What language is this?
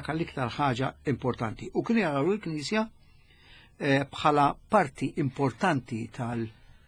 Maltese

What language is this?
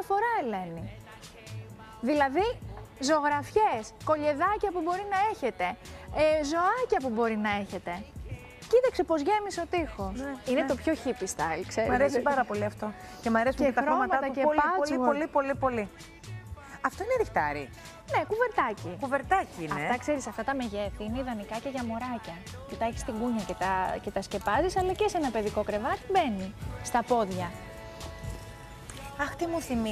Greek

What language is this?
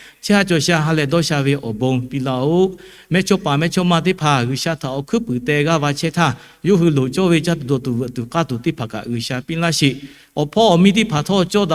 Lahu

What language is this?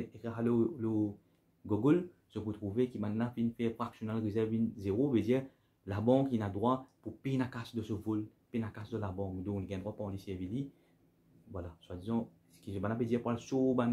Morisyen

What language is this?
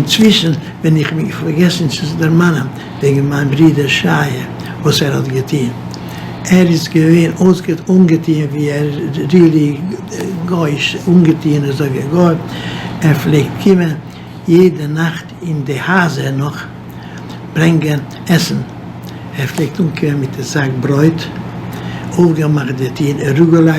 Yiddish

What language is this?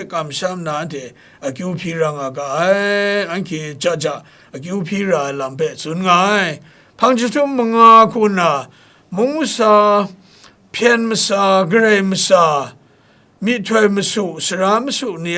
Kachin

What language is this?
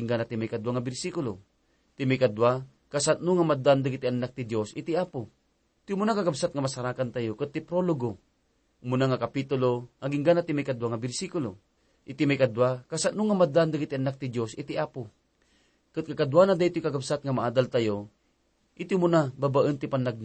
Iloko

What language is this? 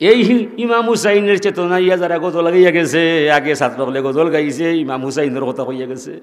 Sylheti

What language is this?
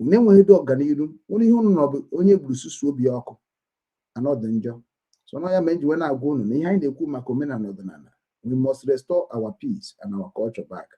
Igbo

